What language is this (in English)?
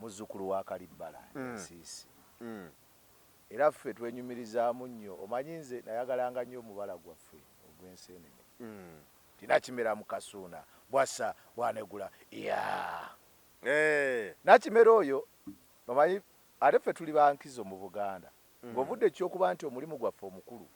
Ganda